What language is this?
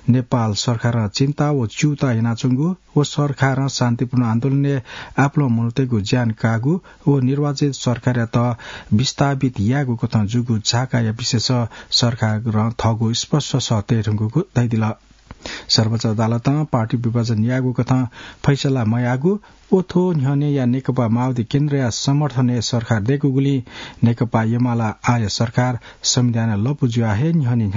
Newari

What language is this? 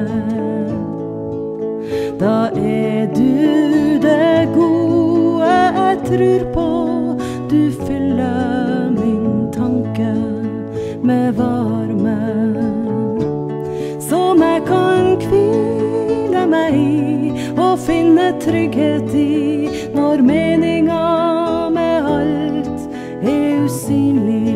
Norwegian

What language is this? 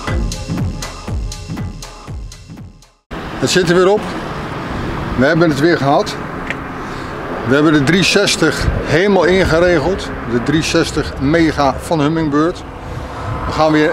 Dutch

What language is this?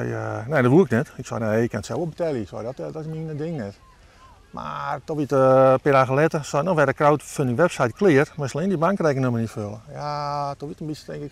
Western Frisian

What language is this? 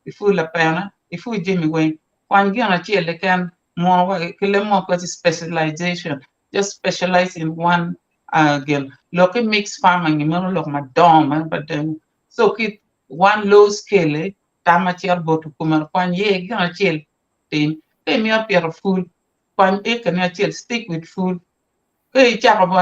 Acoli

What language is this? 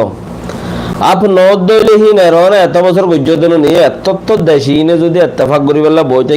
Rohingya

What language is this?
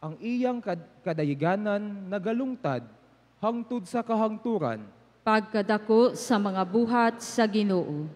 Cebuano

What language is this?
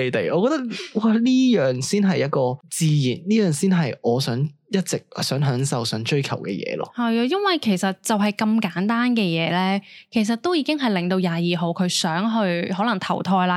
Cantonese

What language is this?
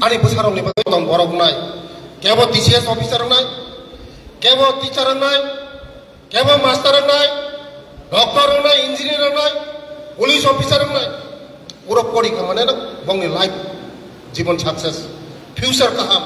Kok Borok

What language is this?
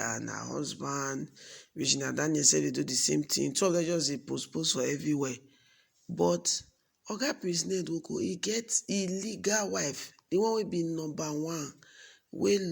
Nigerian Pidgin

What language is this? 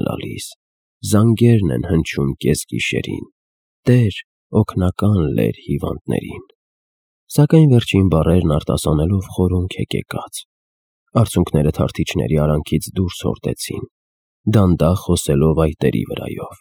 Armenian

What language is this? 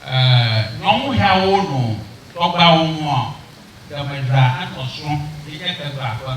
Ewe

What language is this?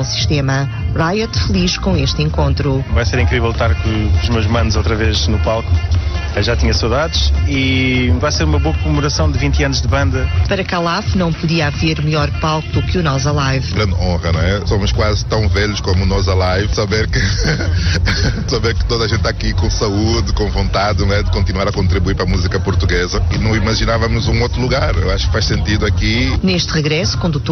Portuguese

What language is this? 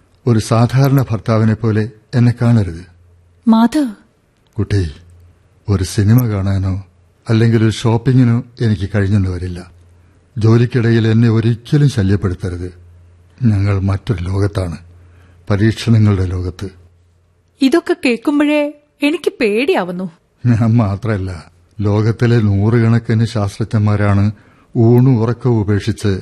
Malayalam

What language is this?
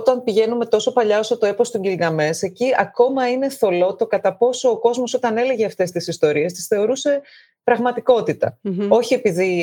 Greek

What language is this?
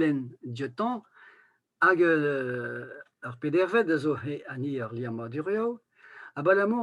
Breton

